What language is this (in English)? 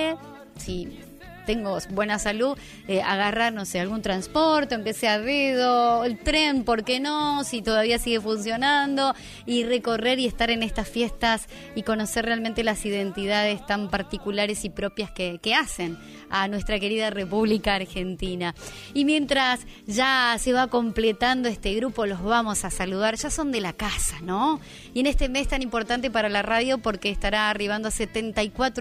Spanish